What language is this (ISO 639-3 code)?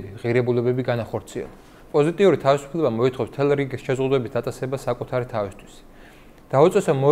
kat